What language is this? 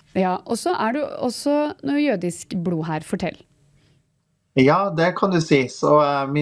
Norwegian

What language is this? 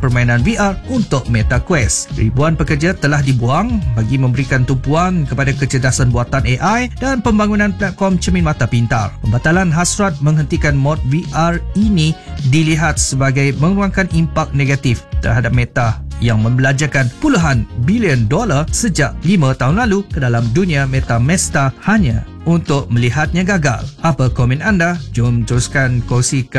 Malay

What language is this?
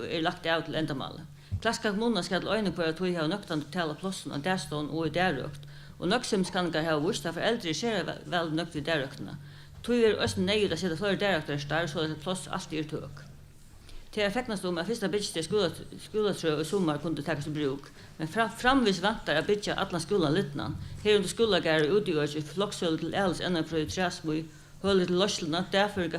Faroese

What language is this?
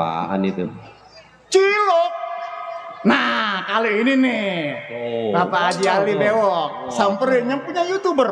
Betawi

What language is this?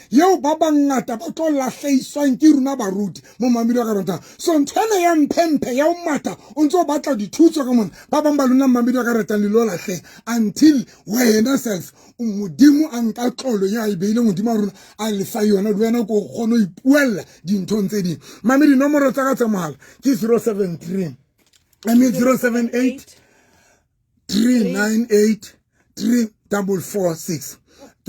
Southern Sotho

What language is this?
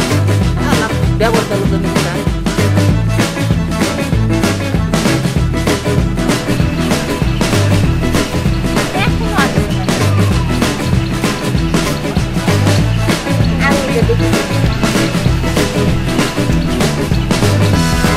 Bangla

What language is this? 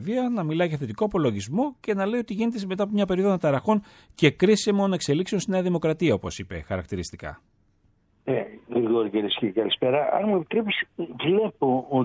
Greek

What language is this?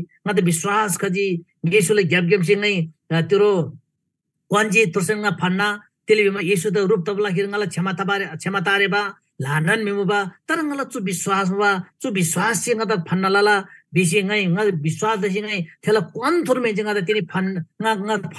Eastern Tamang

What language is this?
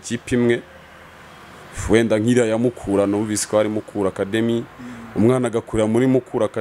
Kinyarwanda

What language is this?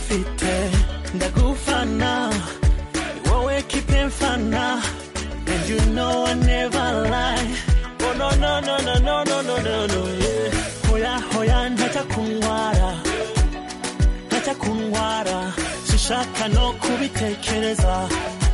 Kinyarwanda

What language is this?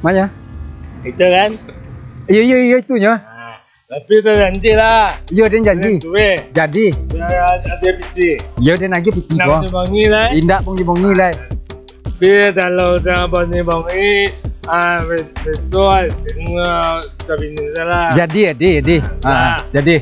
Minangkabau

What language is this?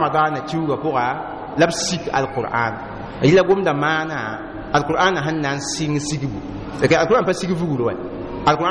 Mossi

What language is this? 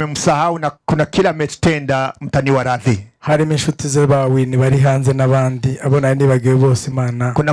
Kinyarwanda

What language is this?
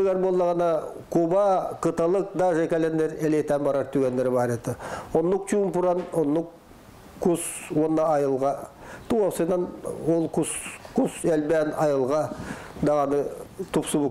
Yakut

